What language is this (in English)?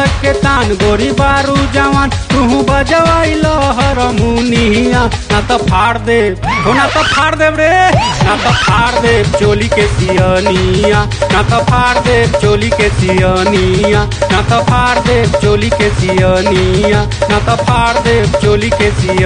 Bhojpuri